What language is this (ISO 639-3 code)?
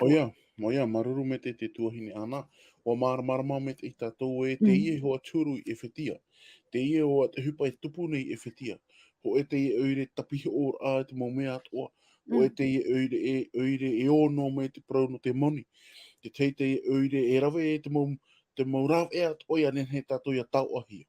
tah